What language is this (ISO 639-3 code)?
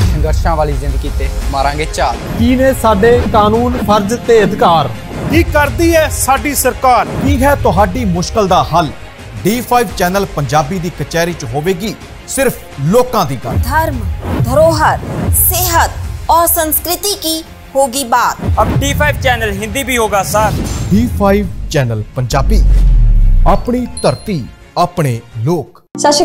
pan